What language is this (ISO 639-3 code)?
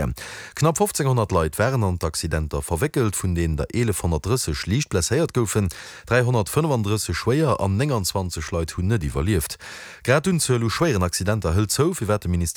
ltz